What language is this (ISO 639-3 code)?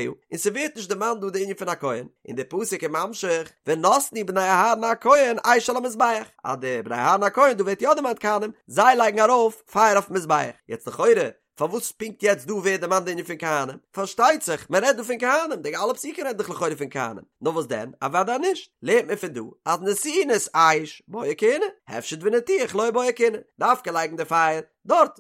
yid